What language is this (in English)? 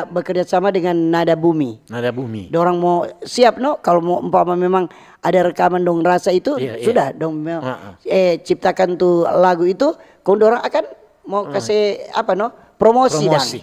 Manado Malay